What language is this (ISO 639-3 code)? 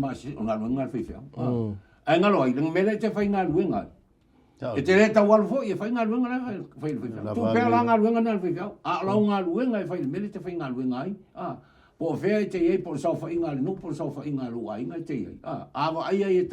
smo